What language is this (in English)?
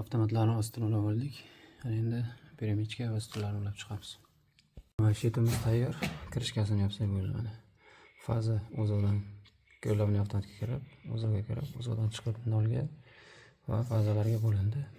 Uzbek